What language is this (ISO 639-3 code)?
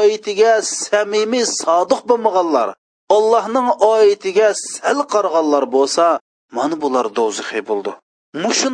uig